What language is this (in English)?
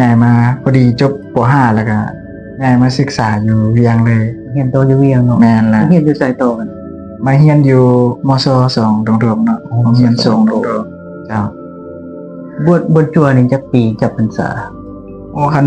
Lao